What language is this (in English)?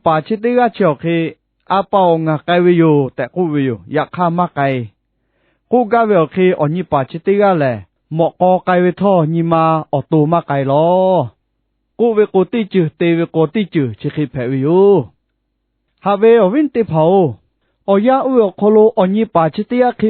Lahu